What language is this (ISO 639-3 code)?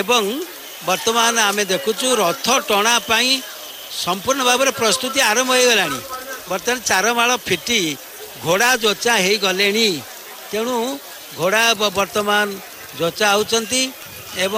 ori